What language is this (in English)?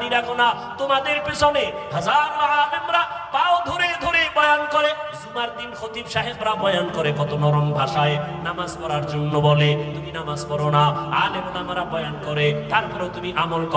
Bangla